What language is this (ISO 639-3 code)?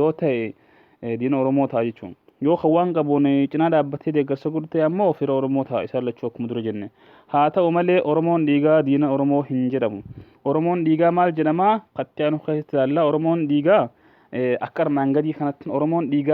orm